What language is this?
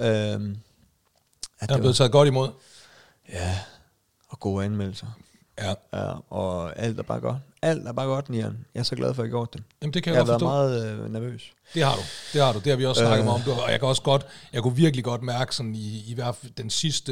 Danish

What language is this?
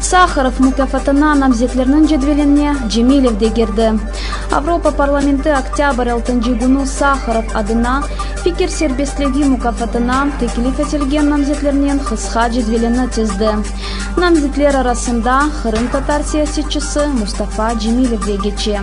Crimean Tatar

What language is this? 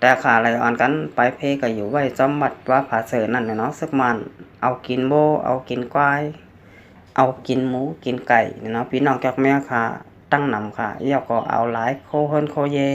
Shan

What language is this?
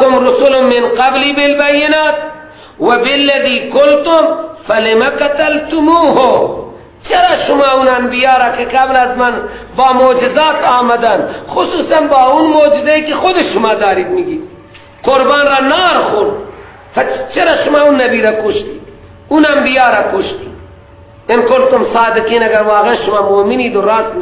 Persian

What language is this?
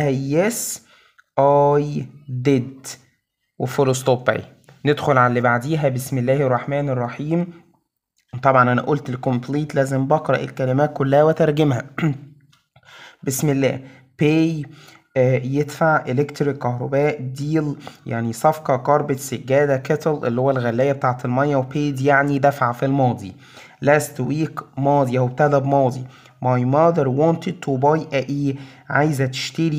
Egyptian Arabic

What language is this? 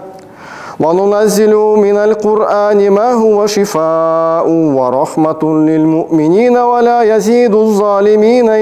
Tatar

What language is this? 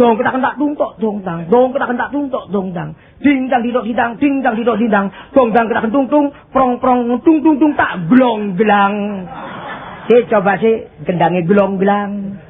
Javanese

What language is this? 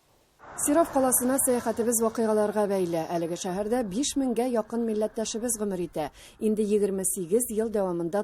Tatar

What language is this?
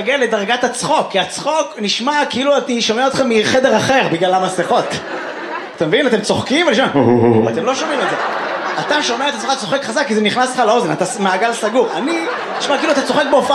Hebrew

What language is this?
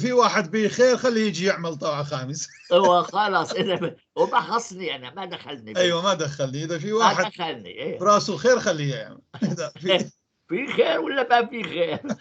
North Levantine Arabic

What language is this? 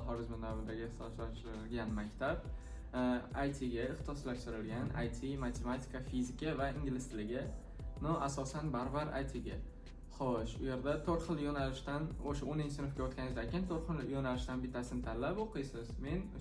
Uzbek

